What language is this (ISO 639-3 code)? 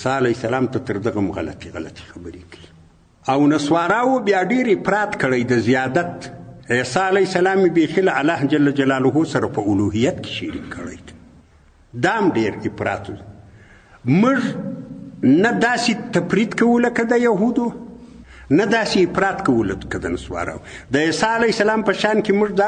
pus